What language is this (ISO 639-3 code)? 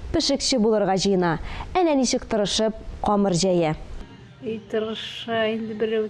tat